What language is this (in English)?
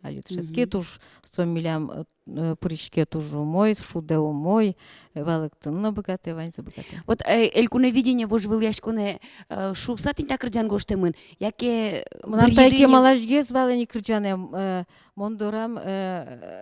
Udmurt